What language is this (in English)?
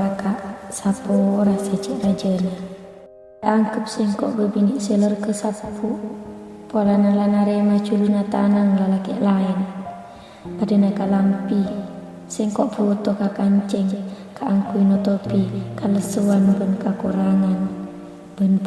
Madurese